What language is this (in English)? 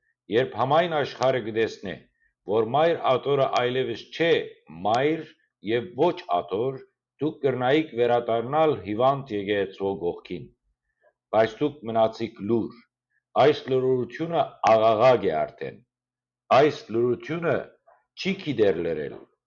Western Armenian